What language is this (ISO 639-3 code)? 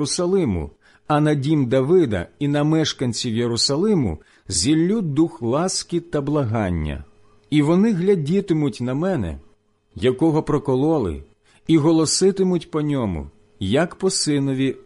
ukr